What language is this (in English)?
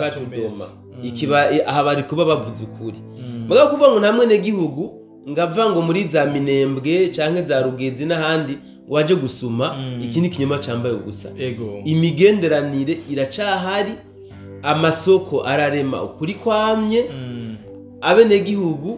Rundi